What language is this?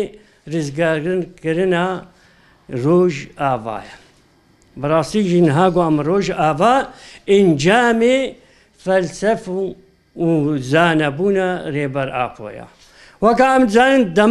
Kurdish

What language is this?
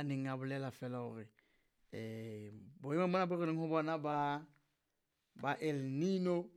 Southern Sotho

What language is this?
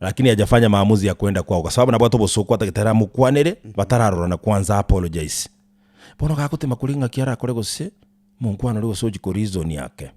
Gusii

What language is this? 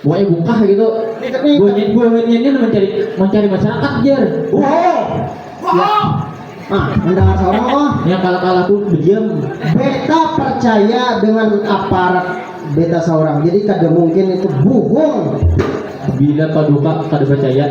Banjar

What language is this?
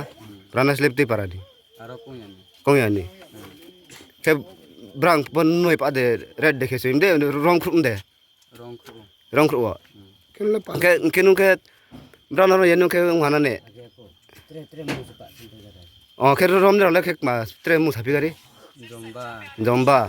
Riang (India)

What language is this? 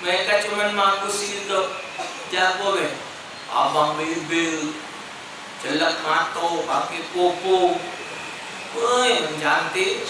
Musi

